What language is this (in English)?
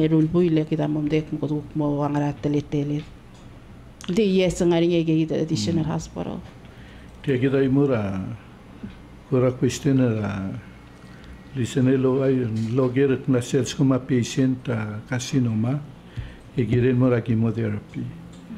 Palauan